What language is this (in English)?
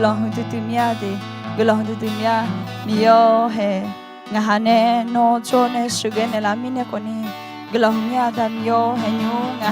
Akha